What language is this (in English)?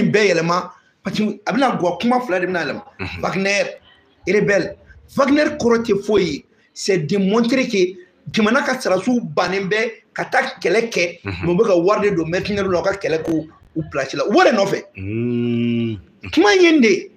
Bambara